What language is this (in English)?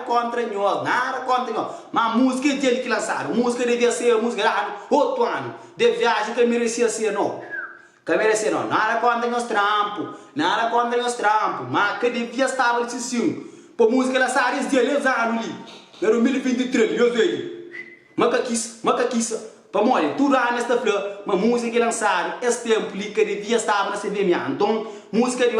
Kabuverdianu